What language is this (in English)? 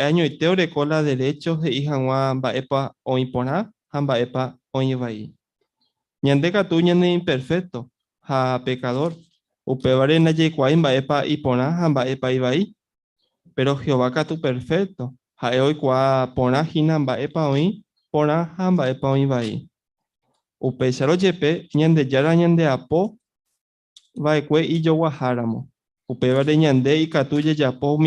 Guarani